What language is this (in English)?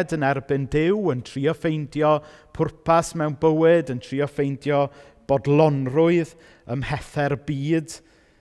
Welsh